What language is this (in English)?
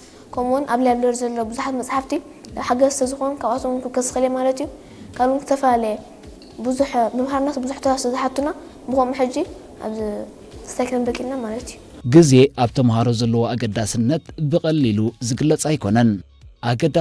Tigrinya